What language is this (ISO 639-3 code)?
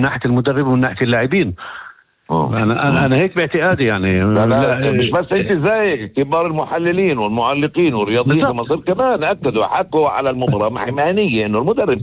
apc